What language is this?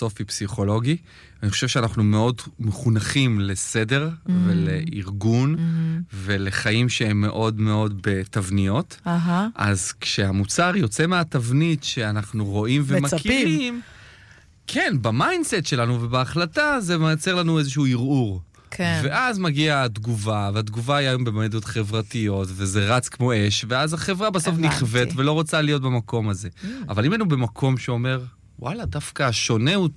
Hebrew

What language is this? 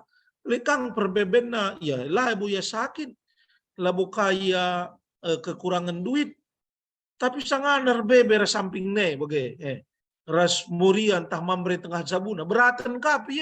Batak Karo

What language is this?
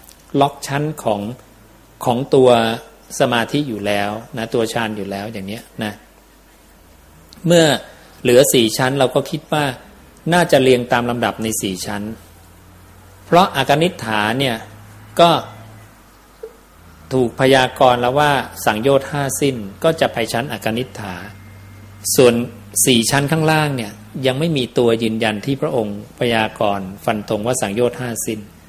Thai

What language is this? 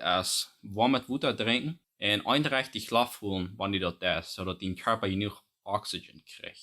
Plautdietsch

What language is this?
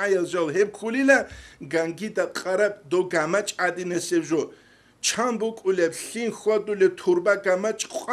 Avaric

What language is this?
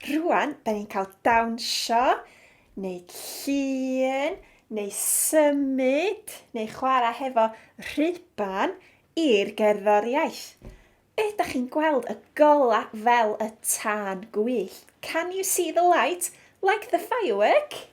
Welsh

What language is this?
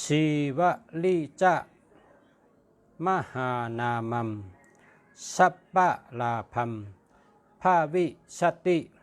Shan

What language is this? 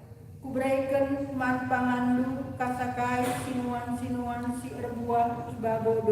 Batak Karo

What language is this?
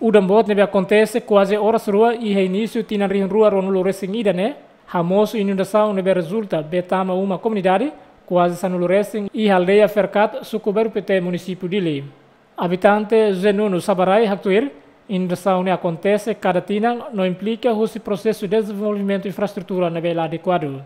Tetum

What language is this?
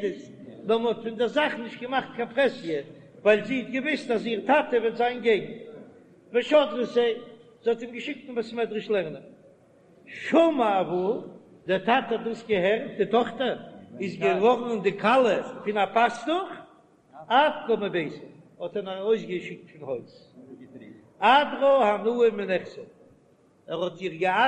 Yiddish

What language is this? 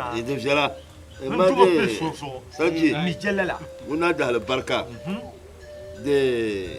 Dagbani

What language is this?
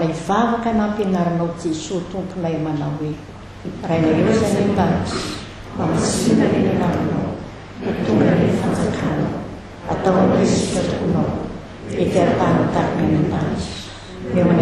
Malagasy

